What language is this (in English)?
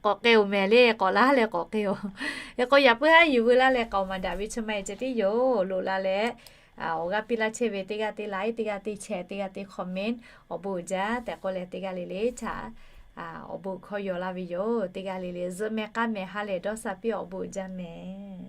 Lahu